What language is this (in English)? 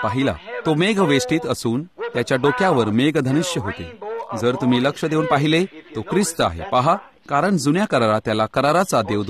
Marathi